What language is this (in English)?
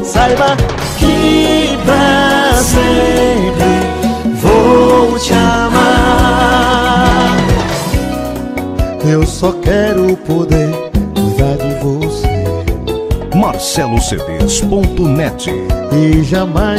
Portuguese